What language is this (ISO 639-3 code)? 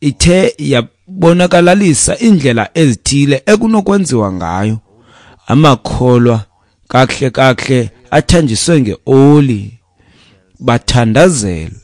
xho